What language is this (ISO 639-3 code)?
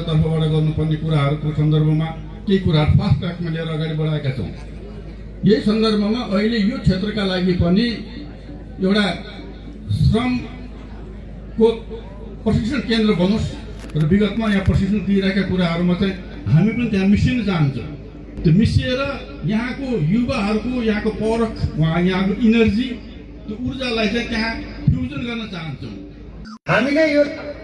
nep